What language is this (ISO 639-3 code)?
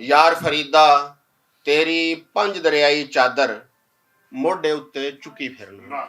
lah